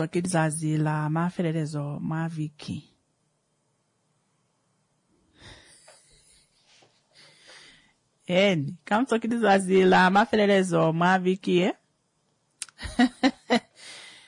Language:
Swahili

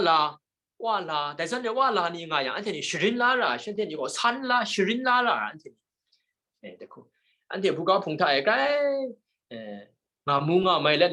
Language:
Kachin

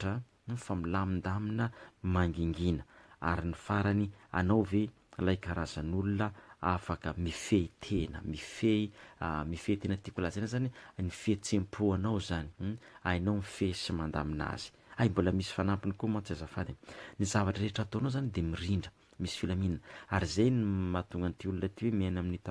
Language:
Malagasy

